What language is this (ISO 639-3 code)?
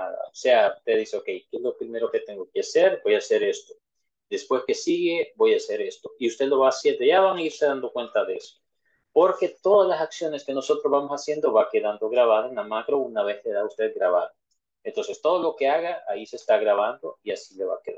spa